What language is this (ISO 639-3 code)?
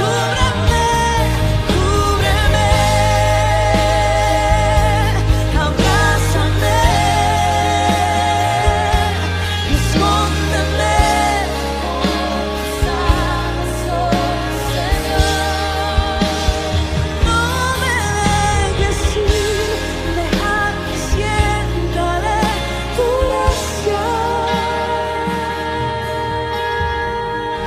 spa